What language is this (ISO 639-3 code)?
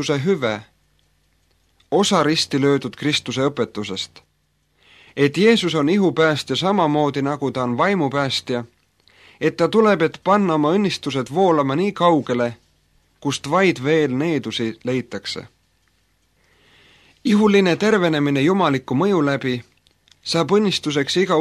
est